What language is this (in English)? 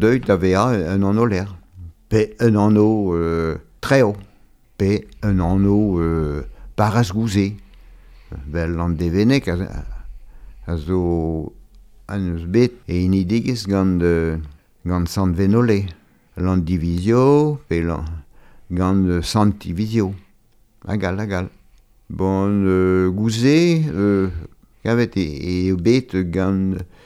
Breton